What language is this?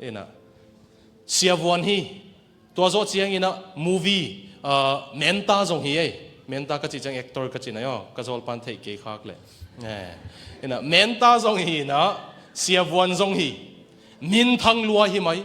Tedim Chin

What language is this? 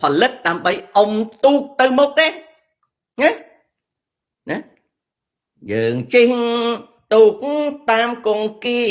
Khmer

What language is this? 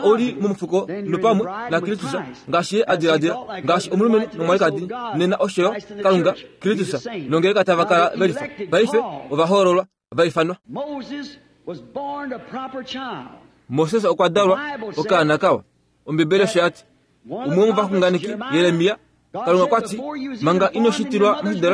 Kuanyama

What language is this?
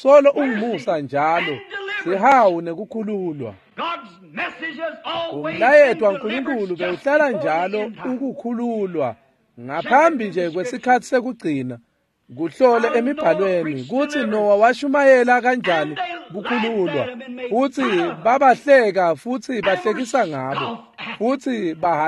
Swati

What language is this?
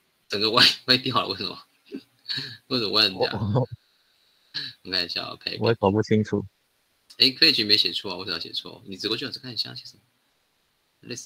Chinese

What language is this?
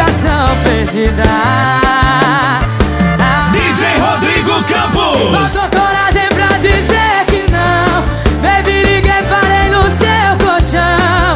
Portuguese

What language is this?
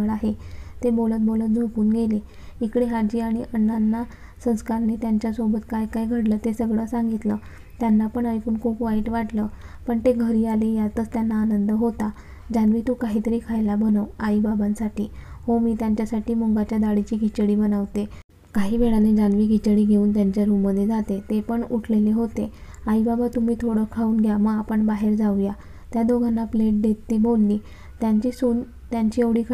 Marathi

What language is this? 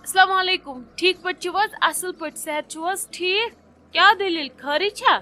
Kashmiri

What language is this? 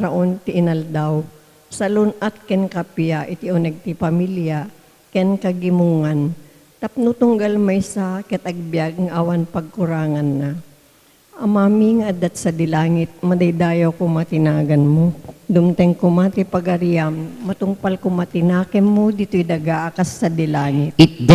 Iloko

